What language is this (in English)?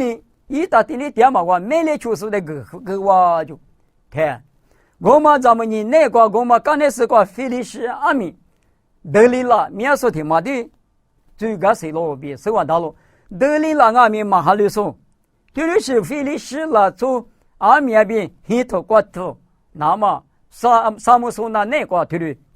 Lisu